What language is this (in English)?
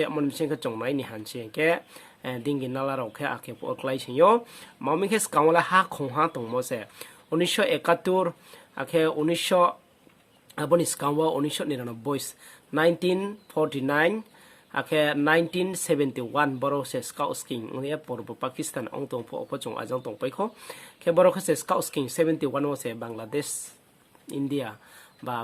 Riang (India)